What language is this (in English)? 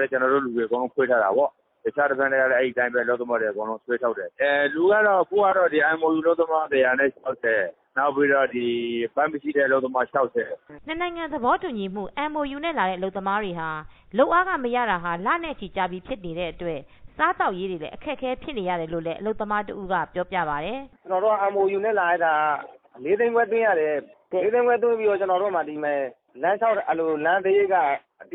Burmese